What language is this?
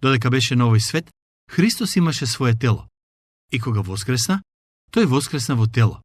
Macedonian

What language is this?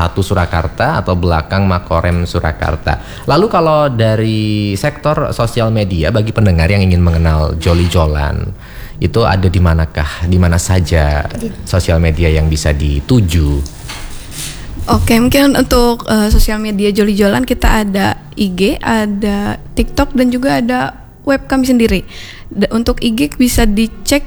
Indonesian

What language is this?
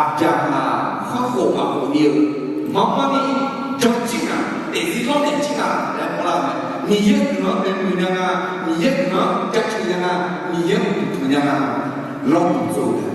Akha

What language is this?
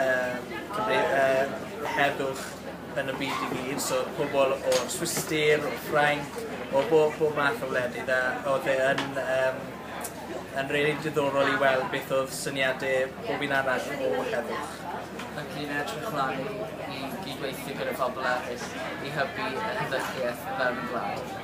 Welsh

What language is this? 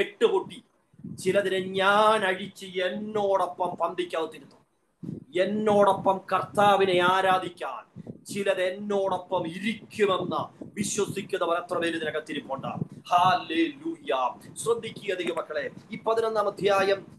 Malayalam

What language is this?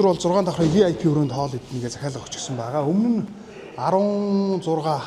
Mongolian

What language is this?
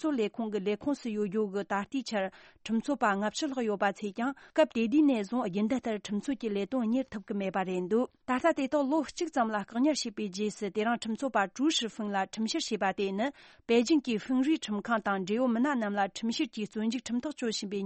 Tibetan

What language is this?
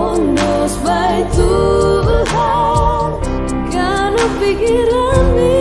Batak Simalungun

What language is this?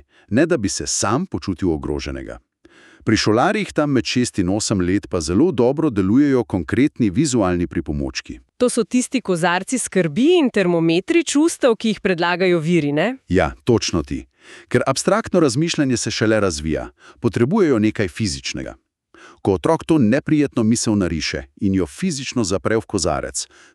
Slovenian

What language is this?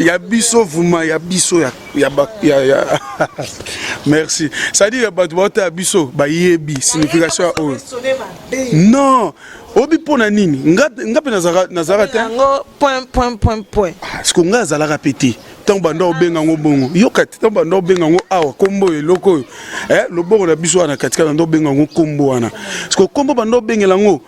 Lingala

